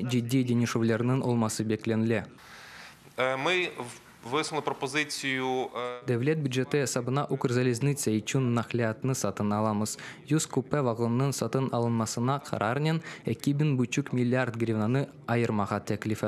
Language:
Crimean Tatar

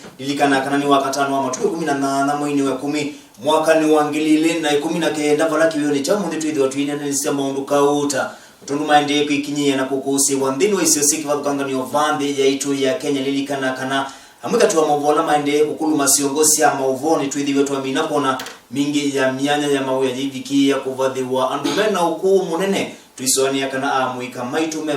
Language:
Kamba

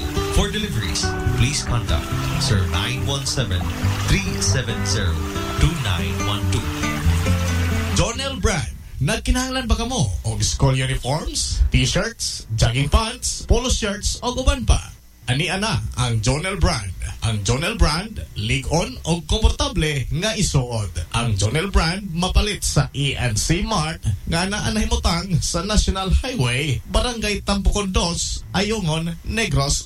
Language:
Cebuano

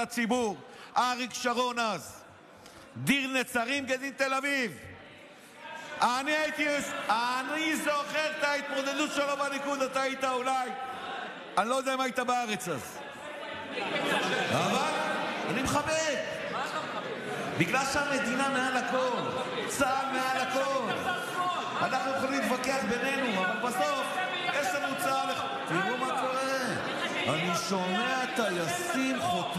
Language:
Hebrew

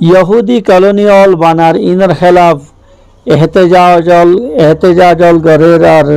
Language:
Rohingya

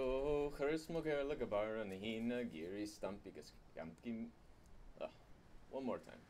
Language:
Irish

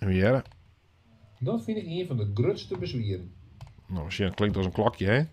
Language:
Western Frisian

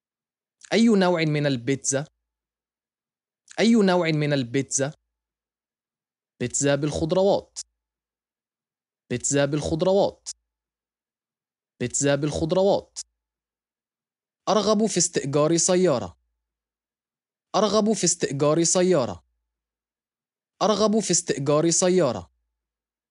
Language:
Arabic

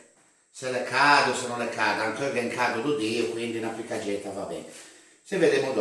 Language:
Ligurian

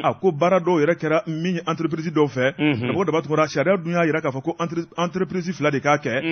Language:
Bambara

